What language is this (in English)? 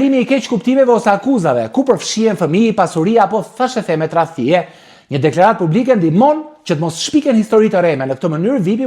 Albanian